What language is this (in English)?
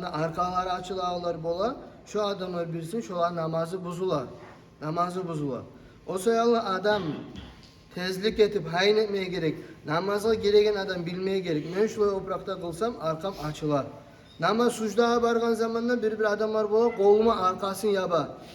Kumyk